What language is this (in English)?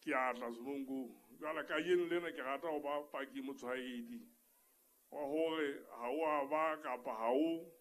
Southern Sotho